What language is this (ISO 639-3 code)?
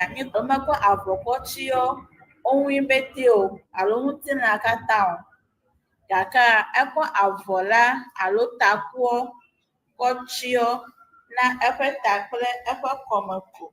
ewe